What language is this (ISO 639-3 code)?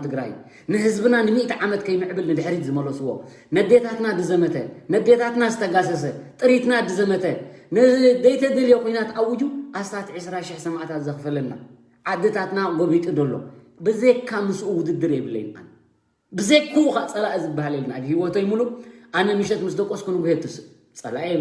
tir